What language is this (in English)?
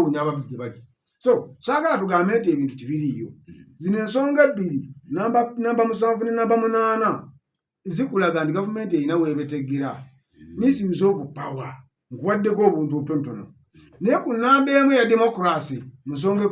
Ganda